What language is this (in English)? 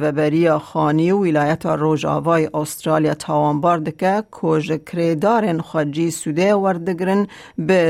Kurdish